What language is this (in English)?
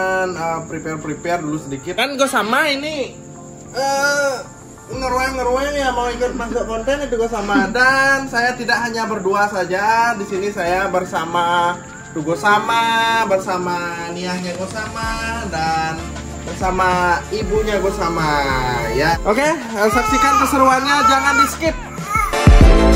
Indonesian